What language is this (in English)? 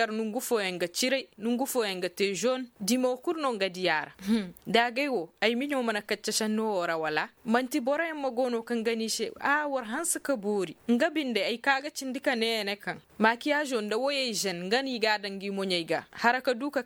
Koyraboro Senni